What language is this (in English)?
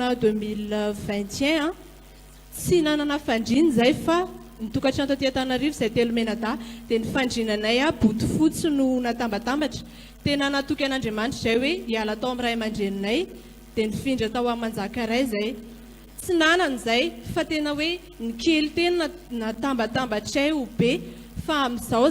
Malagasy